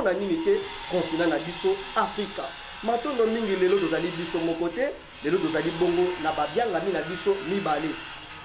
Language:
Lingala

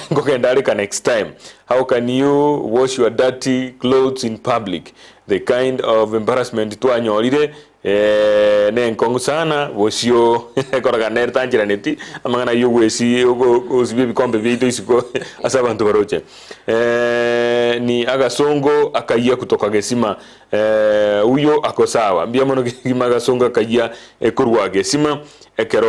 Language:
Gusii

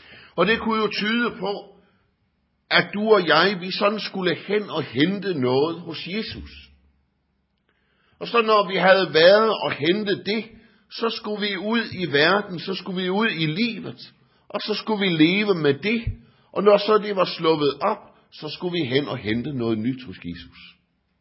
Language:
Danish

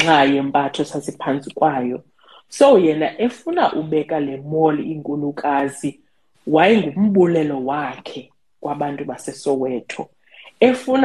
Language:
Xhosa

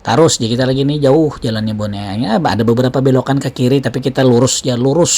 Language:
Banjar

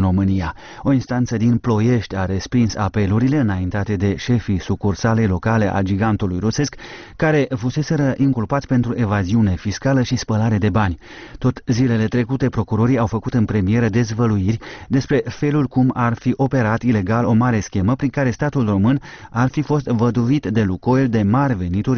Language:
Romanian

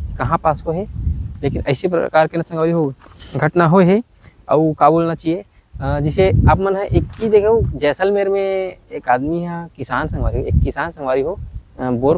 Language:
Chhattisgarhi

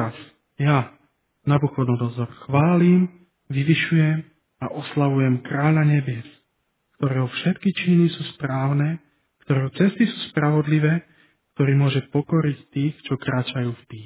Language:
Slovak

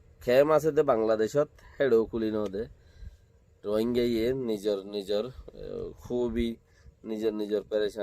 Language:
Rohingya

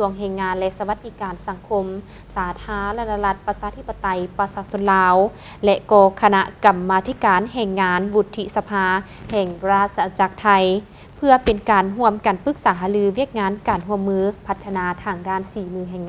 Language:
Lao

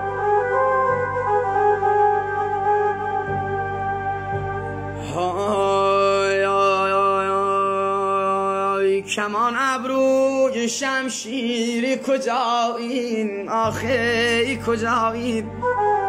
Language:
Persian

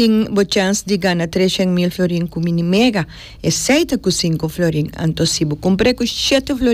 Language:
Papiamento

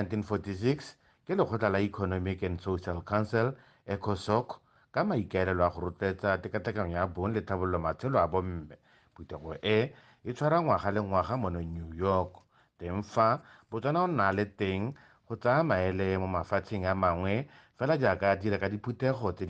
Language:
Tswana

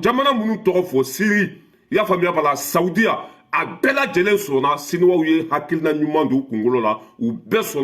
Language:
Bambara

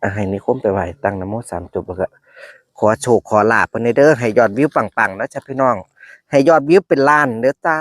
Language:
Northeastern Thai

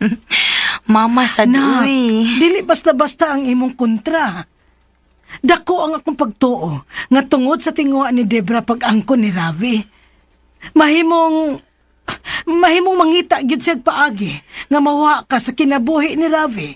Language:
Cebuano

